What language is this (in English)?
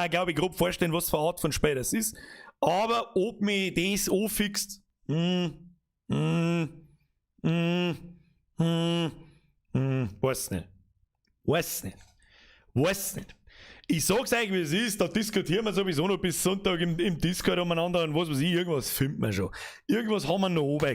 Bavarian